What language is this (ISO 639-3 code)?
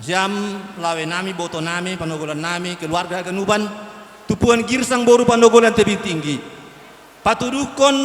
bts